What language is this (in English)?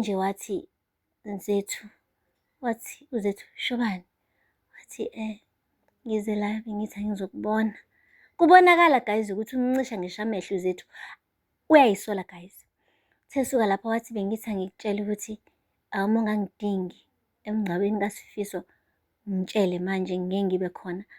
Zulu